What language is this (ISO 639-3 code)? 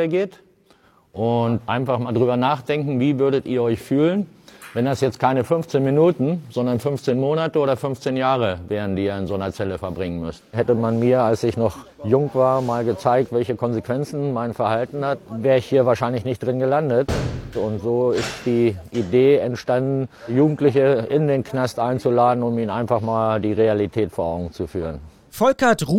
deu